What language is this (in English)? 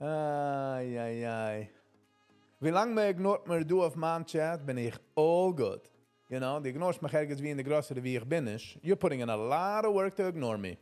Yiddish